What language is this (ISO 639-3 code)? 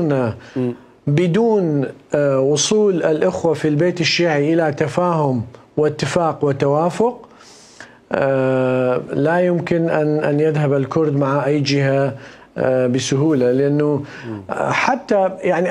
acm